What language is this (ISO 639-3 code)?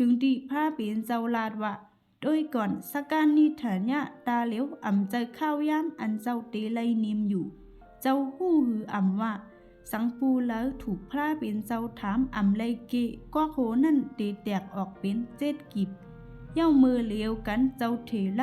shn